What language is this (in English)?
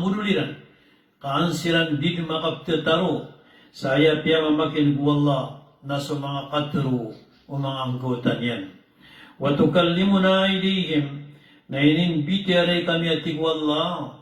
Maranao